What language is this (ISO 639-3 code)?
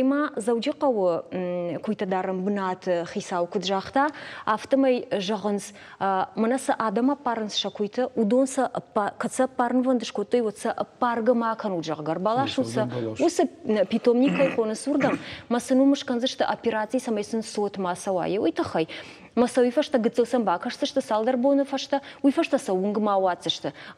oss